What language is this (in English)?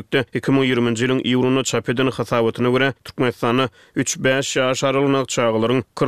Turkmen